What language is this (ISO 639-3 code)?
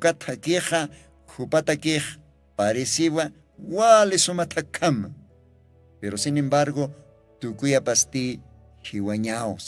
aym